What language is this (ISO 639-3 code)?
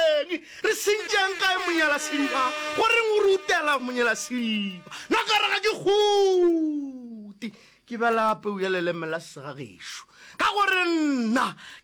nso